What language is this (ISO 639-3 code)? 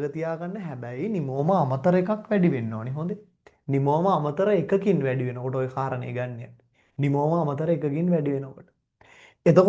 sin